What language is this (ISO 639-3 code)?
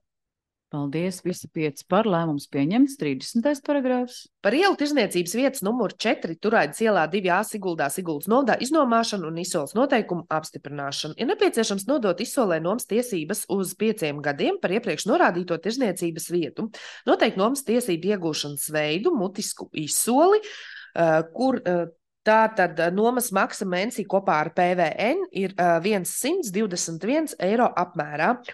lav